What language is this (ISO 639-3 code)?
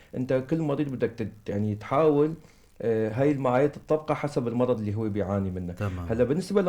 apc